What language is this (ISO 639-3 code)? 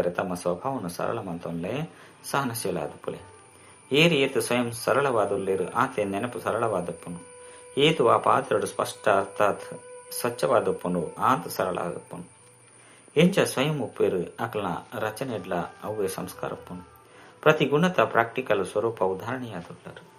tcy